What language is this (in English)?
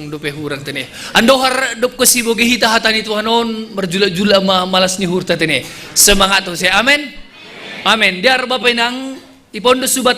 Batak Simalungun